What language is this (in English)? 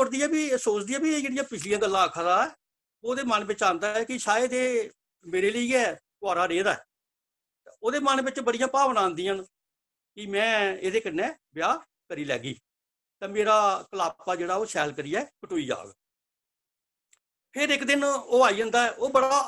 Dogri